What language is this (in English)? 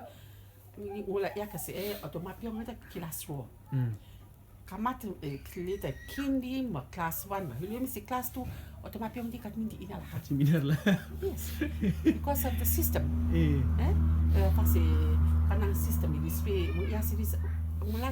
Rotuman